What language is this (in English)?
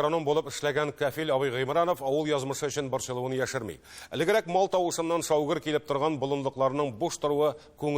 Tatar